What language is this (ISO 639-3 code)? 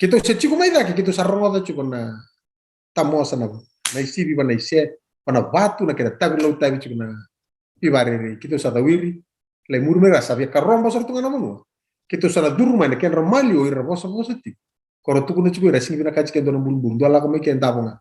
fij